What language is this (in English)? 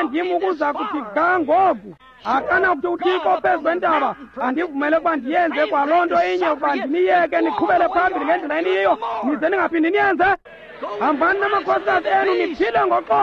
Xhosa